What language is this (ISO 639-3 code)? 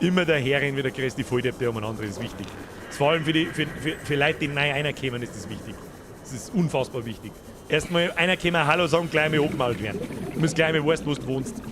bar